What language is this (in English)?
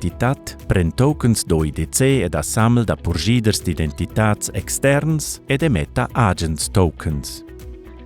Romansh